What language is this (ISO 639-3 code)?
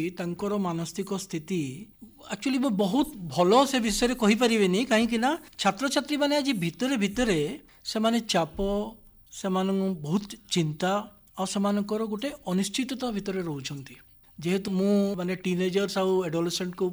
ori